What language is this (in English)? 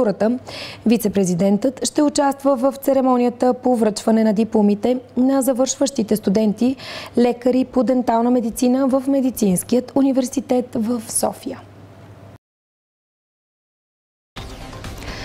Bulgarian